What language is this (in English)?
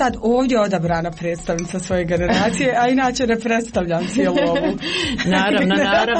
Croatian